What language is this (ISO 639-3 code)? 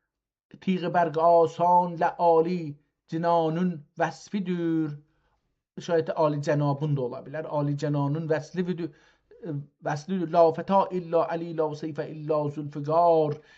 azb